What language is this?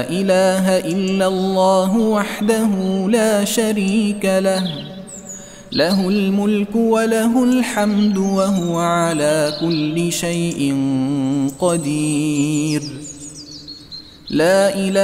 Arabic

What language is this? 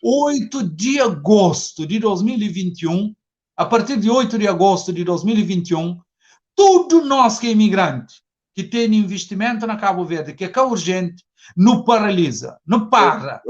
Kabuverdianu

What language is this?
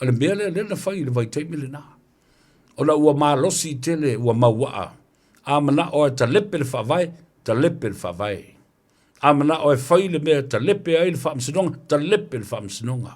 Samoan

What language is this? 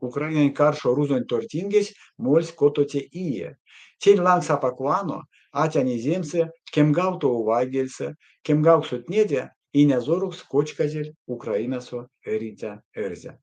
Erzya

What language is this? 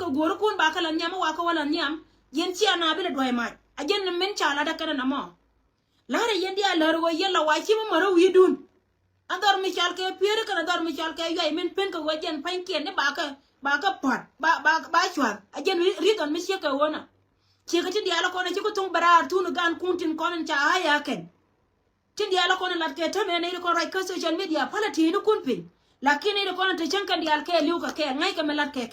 Nuer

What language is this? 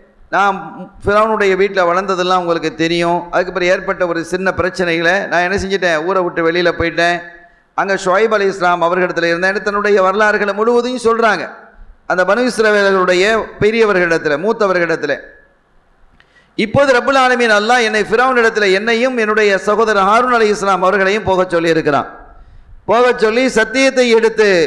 Tamil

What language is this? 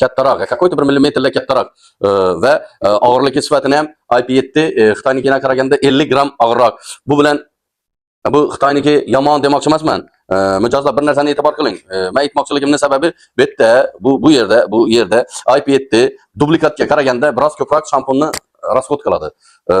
Uzbek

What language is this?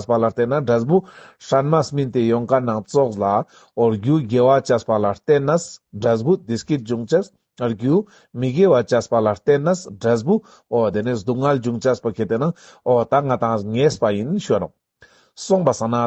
Ladakhi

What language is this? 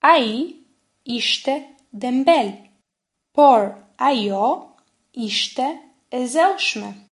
Albanian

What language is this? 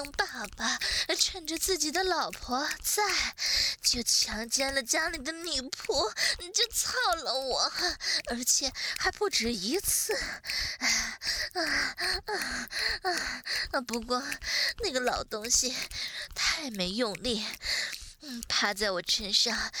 Chinese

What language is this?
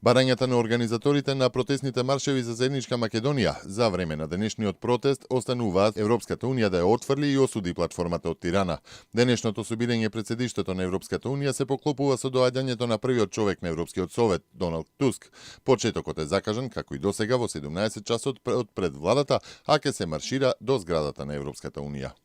Macedonian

